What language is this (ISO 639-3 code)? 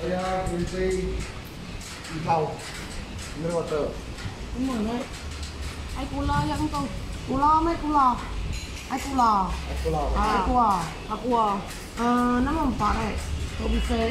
iba